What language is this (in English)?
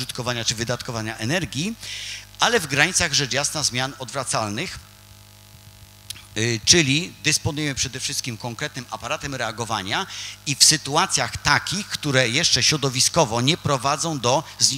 Polish